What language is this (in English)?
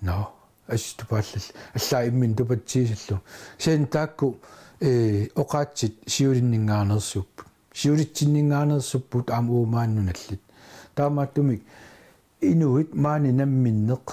Kalaallisut